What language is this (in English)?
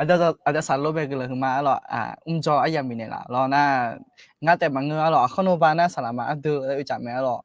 Akha